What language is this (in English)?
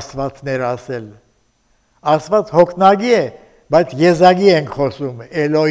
Armenian